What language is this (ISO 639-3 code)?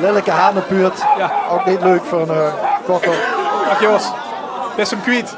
lim